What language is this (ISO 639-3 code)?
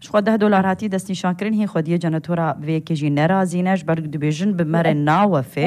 kur